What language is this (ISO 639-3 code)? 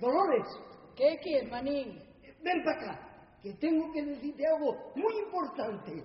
ast